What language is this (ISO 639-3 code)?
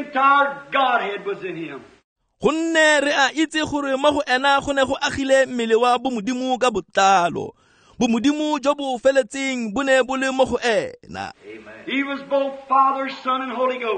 tsn